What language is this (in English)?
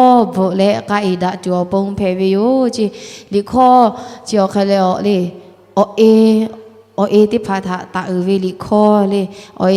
Lahu